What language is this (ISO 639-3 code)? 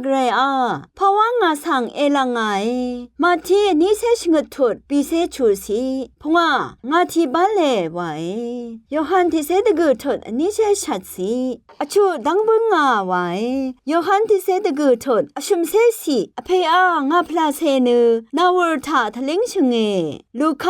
raw